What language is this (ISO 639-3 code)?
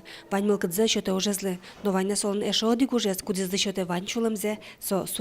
udm